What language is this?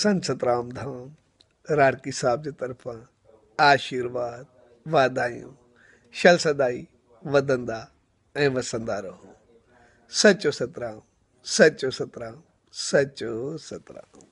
Sindhi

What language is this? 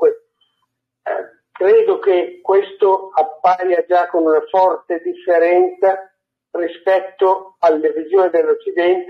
Italian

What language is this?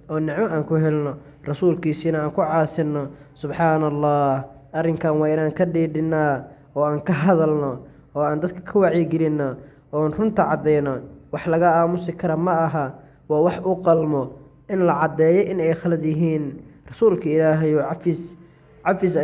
Somali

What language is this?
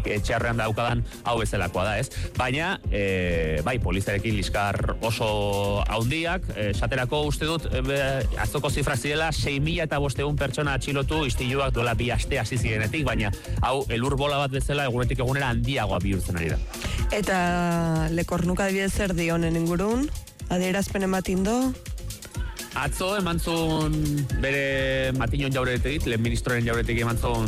Basque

